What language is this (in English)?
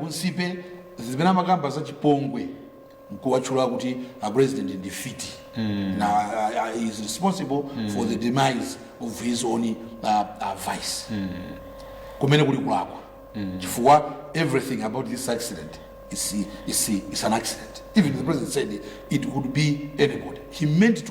Nyanja